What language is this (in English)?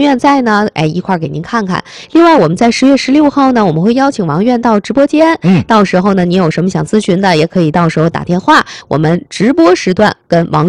Chinese